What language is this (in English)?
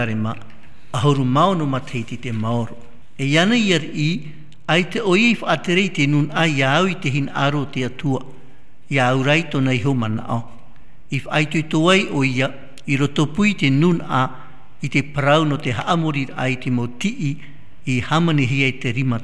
Tahitian